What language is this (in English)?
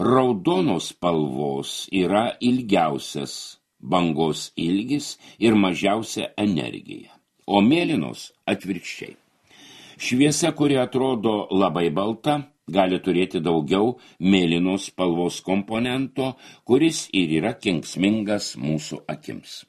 Lithuanian